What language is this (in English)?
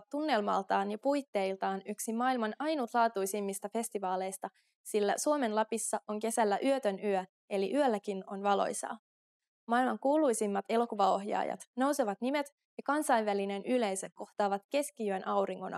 Finnish